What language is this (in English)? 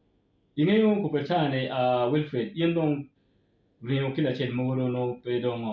Acoli